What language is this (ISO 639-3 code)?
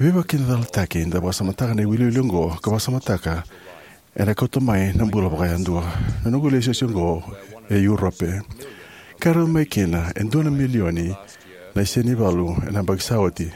fij